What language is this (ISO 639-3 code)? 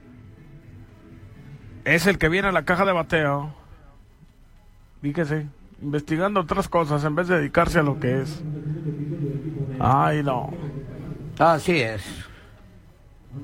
spa